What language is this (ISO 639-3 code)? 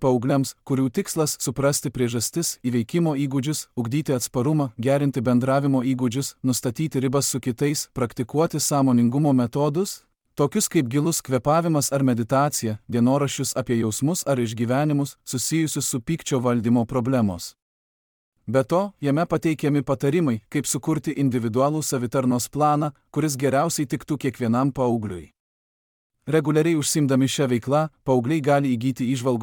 lit